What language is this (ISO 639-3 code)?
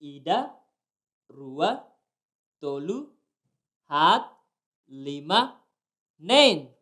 tet